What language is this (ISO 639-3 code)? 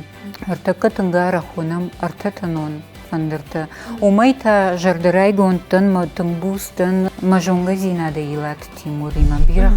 oss